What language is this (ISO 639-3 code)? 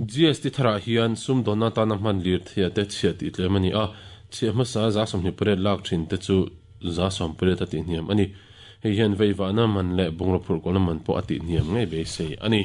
lus